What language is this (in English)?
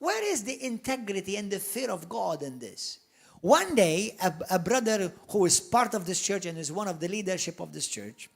English